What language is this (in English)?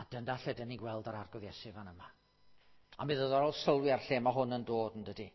Welsh